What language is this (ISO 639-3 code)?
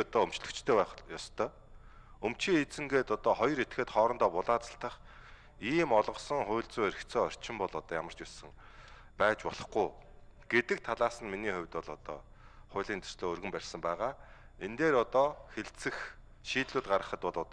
mon